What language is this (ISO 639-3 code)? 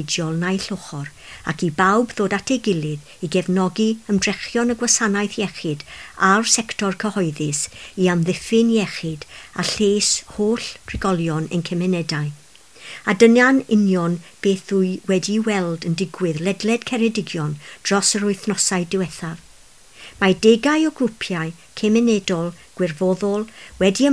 cym